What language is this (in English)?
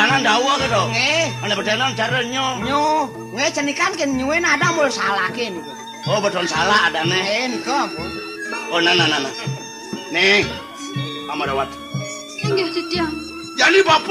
Balinese